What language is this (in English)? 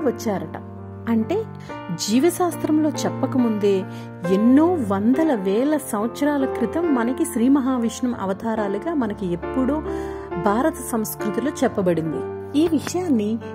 Telugu